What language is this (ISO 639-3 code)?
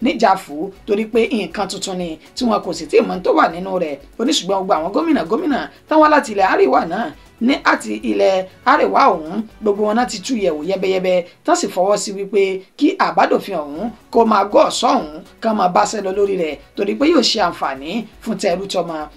yor